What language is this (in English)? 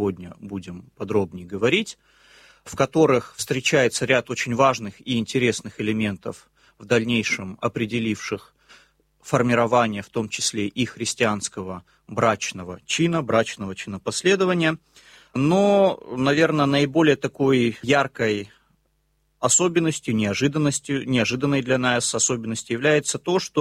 Russian